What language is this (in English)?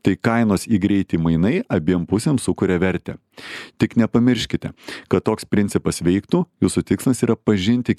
Lithuanian